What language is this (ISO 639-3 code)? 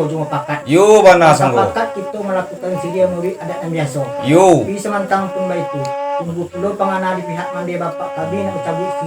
min